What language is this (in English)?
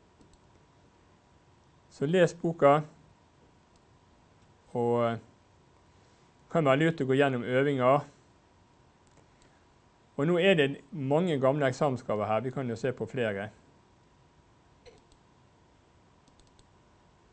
Norwegian